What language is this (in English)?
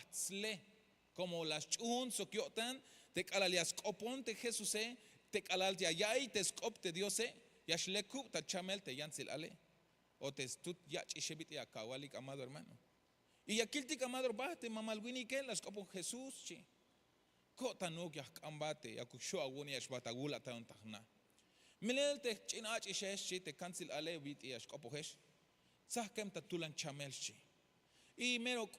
Tzeltal